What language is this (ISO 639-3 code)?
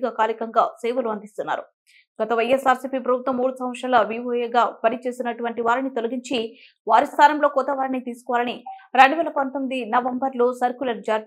tel